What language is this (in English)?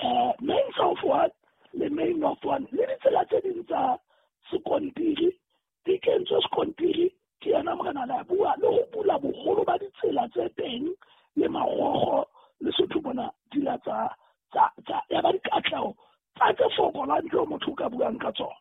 Southern Sotho